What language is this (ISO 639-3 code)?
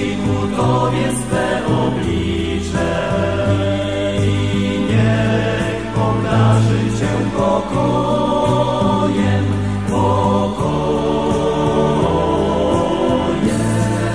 pol